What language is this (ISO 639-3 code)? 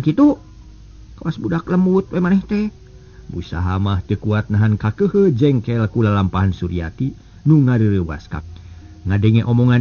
sun